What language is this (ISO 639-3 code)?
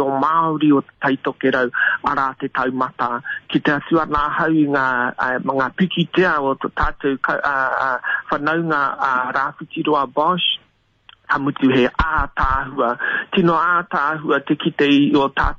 mri